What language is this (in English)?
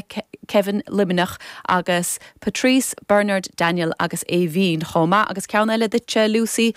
Irish